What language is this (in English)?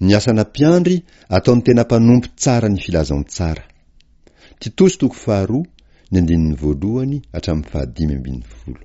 Malagasy